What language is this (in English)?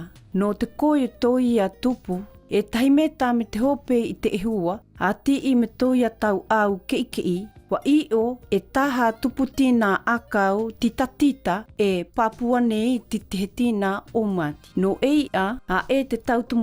South Marquesan